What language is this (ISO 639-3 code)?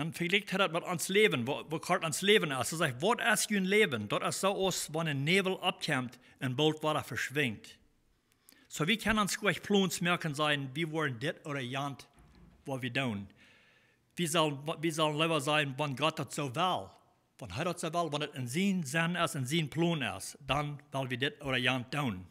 pdt